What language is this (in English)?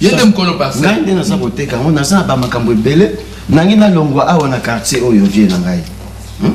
Lingala